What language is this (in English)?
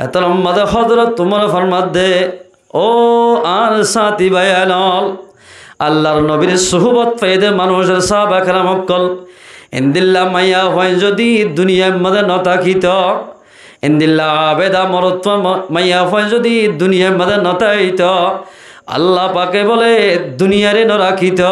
Rohingya